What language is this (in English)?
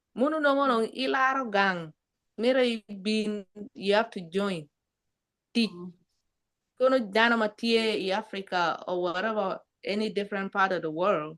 Acoli